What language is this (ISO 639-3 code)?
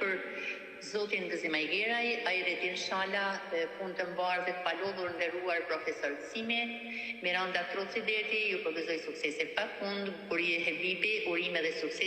sqi